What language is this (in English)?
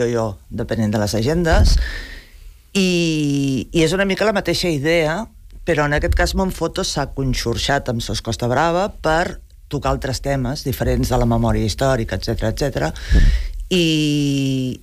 Catalan